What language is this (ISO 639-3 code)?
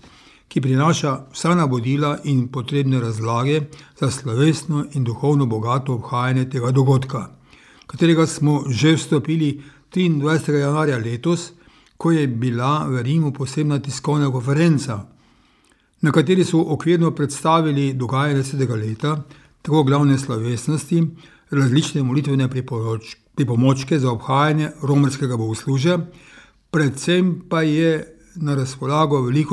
slv